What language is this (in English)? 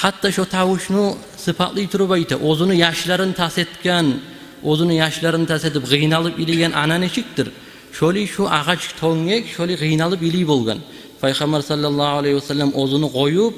Kumyk